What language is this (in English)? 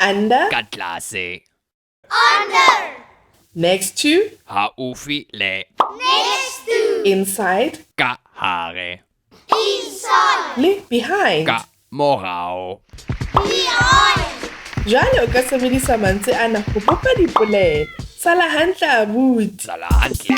Southern Sotho